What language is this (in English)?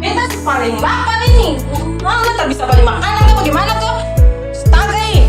Ambonese Malay